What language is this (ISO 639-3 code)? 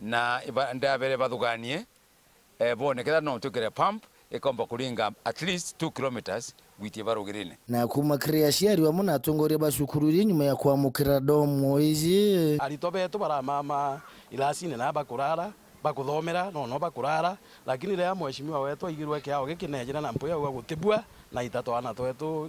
mer